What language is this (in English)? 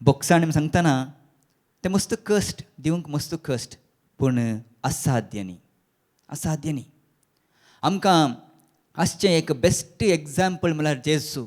Konkani